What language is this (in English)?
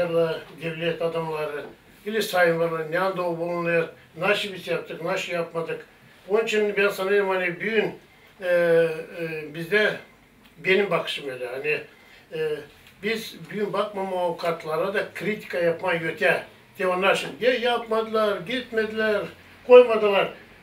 Gagauz